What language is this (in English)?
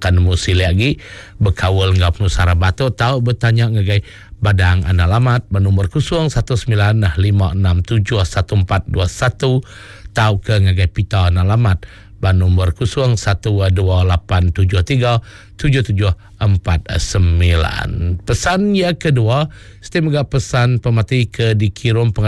Iban